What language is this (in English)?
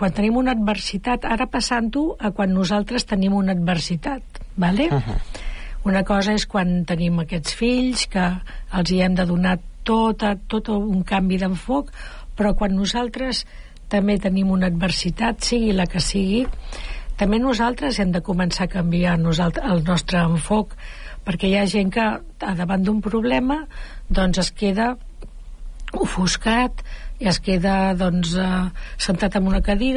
Catalan